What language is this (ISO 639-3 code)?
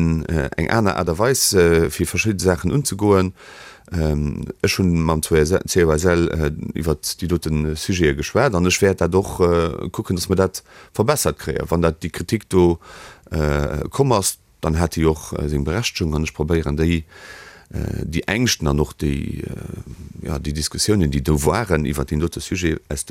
ltz